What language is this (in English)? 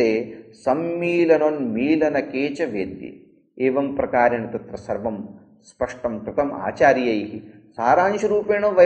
Sanskrit